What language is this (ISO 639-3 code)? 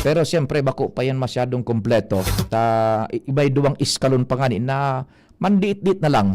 bik